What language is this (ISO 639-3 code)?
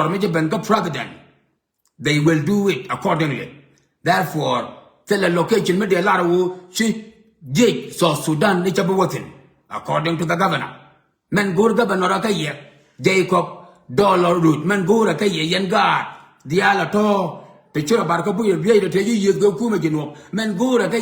nus